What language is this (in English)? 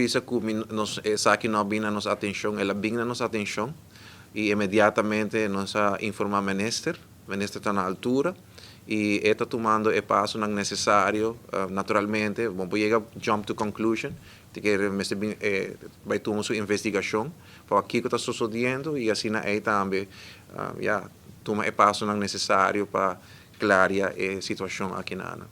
Papiamento